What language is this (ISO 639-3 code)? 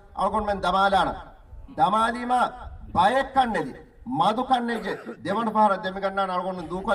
div